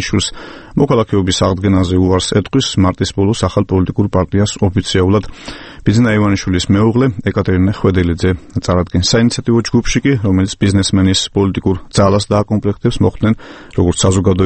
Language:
Georgian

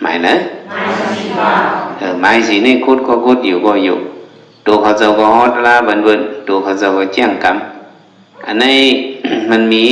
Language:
Shan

